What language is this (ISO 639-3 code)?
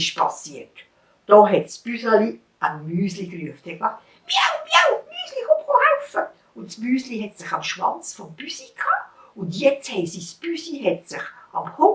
gsw